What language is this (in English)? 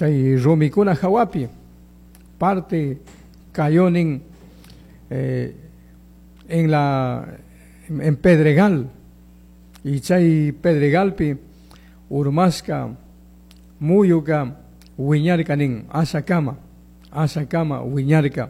Chimborazo Highland Quichua